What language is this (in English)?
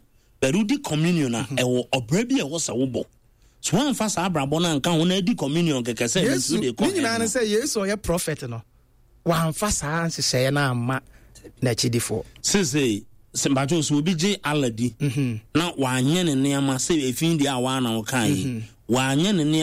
Akan